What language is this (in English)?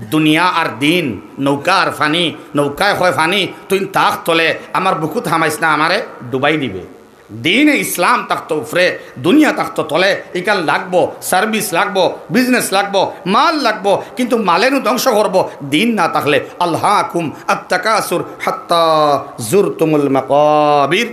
Sylheti